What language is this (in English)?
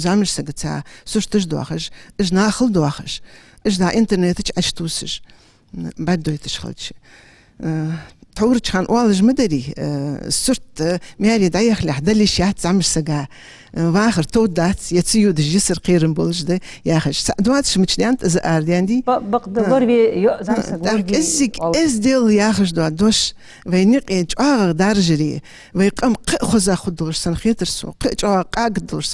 Ingush